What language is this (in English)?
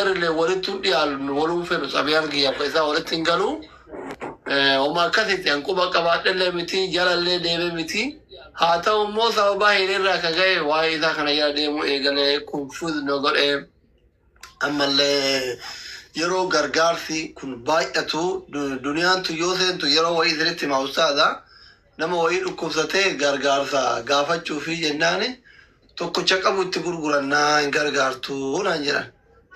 Oromo